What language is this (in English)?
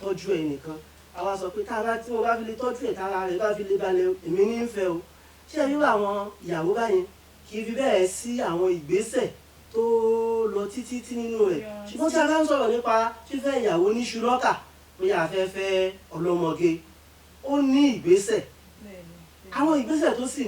Yoruba